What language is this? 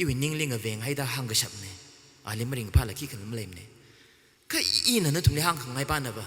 Tangkhul Naga (India)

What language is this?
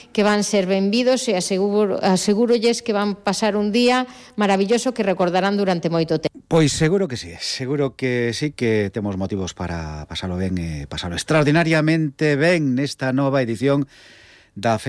Galician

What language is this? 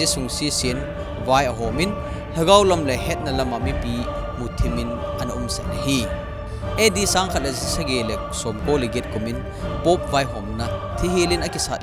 Thado Chin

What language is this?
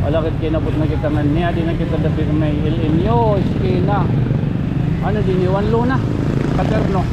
Waray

